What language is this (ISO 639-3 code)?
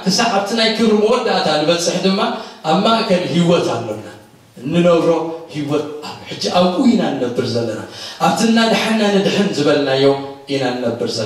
tir